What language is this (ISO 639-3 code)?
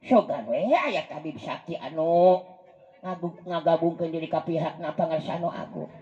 sun